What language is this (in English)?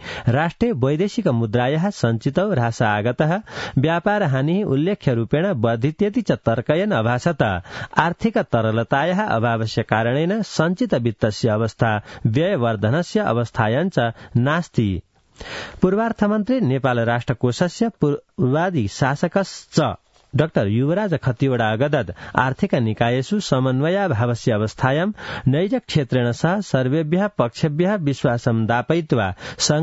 Sanskrit